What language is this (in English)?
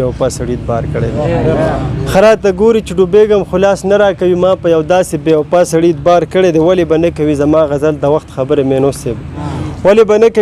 Pashto